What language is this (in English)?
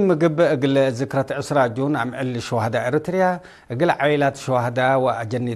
Tigre